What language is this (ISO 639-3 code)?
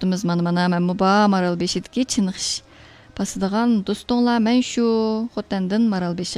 uig